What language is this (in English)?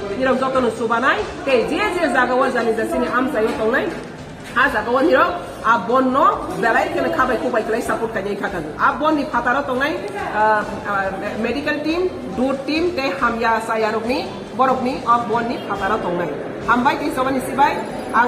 Riang (India)